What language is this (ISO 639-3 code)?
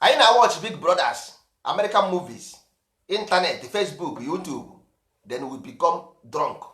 ibo